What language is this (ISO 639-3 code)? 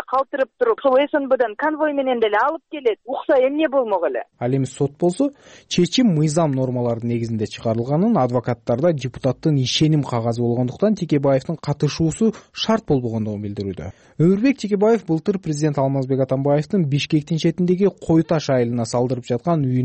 kir